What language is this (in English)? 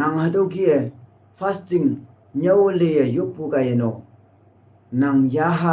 Konyak Naga